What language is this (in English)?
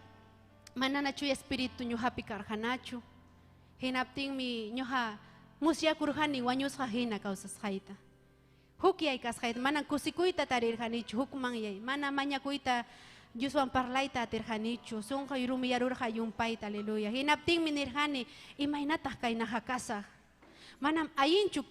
Ayacucho Quechua